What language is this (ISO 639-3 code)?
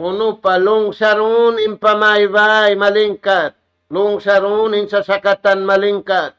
tsg